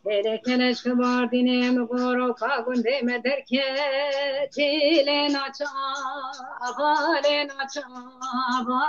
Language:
Kurdish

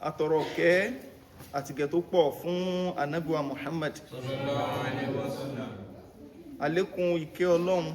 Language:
Yoruba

